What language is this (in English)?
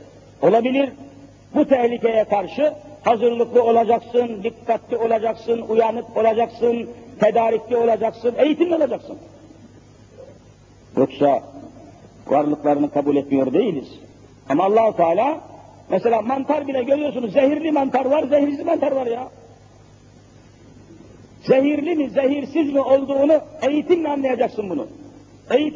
Turkish